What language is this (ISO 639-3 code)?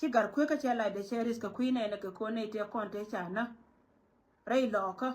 nus